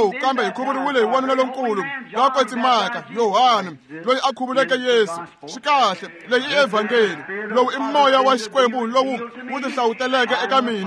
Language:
Tsonga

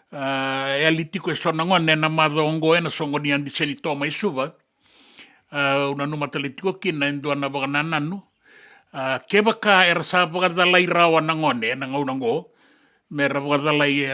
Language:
Fijian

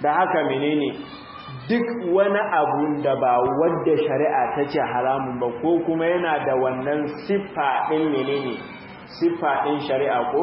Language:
Hausa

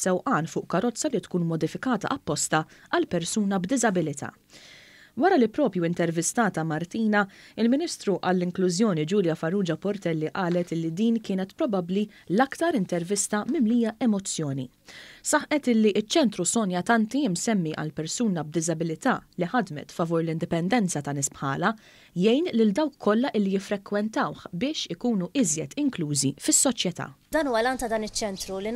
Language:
Maltese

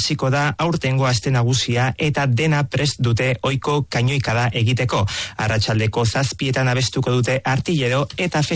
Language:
Basque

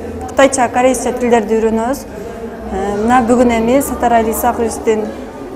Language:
Kyrgyz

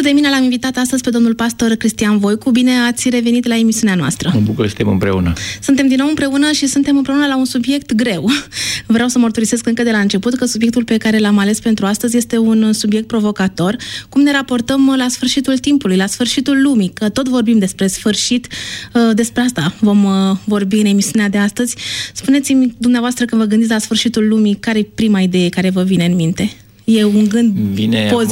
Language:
Romanian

